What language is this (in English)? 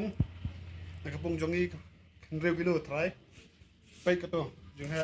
Khasi